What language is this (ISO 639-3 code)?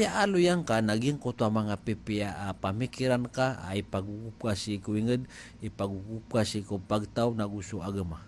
mrw